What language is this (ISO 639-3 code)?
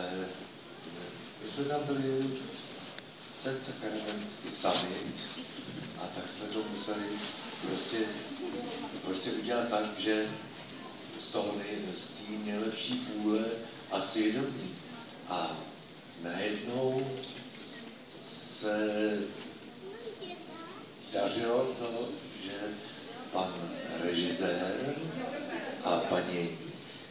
ces